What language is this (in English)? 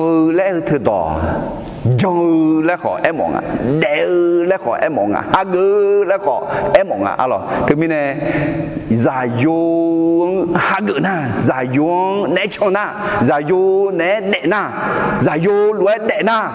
Akha